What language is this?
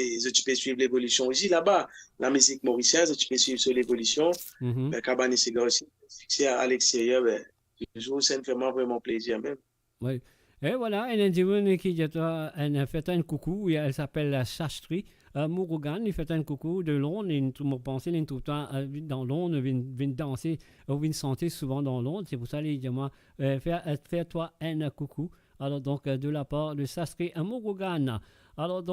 Morisyen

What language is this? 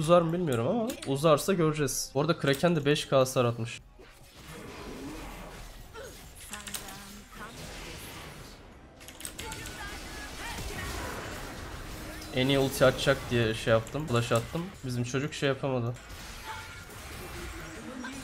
Turkish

